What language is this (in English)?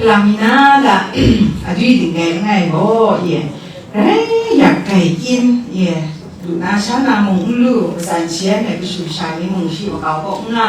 Kachin